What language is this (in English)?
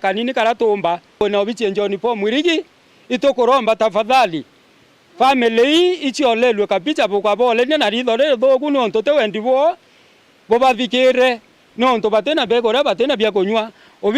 Meru